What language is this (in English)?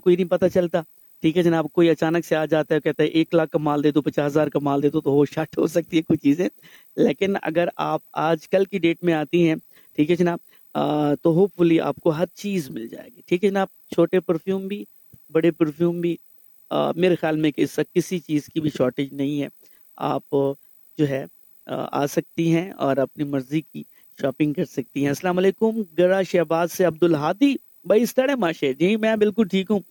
Urdu